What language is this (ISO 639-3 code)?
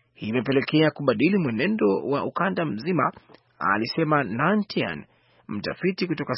swa